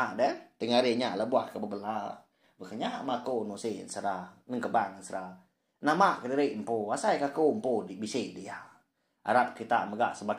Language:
Iban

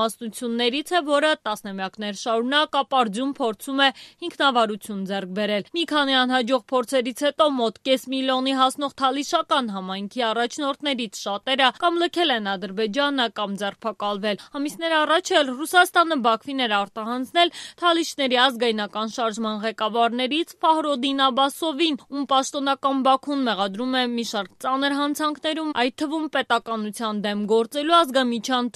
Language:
Armenian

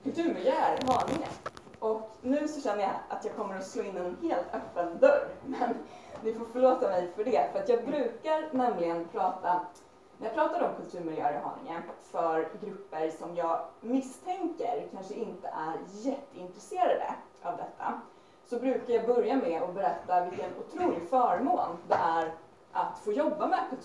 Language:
Swedish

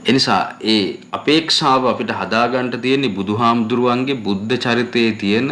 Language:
Sinhala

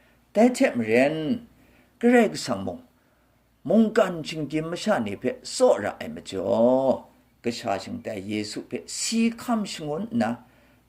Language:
Kachin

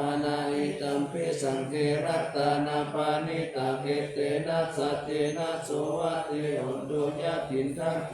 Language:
Pali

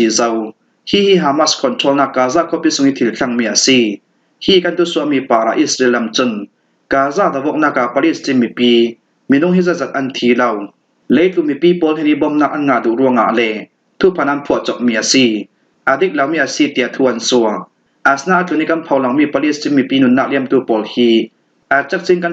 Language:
Falam Chin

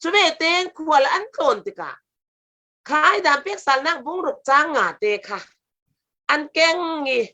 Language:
Falam Chin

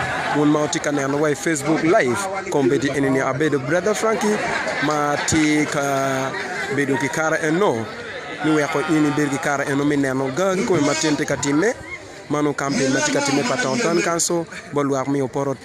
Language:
Acoli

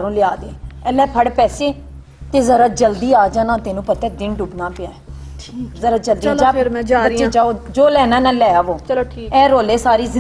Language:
Punjabi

